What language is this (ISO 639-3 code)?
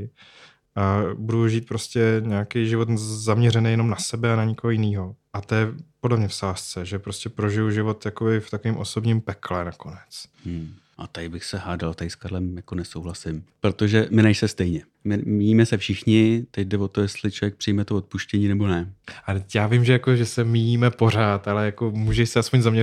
ces